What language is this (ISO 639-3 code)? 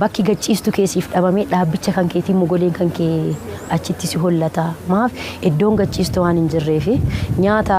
orm